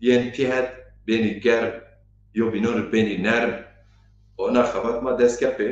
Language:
Zaza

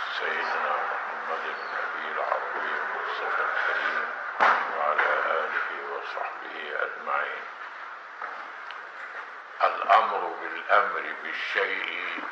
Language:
Arabic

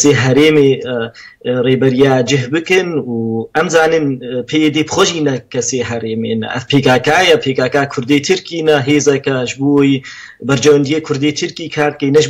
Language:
Kurdish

